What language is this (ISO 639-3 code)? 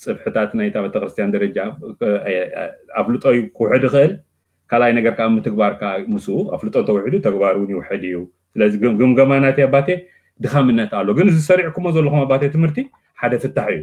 tir